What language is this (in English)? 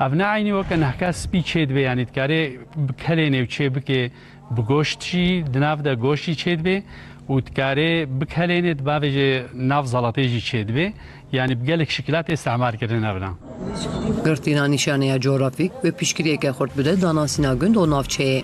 Kurdish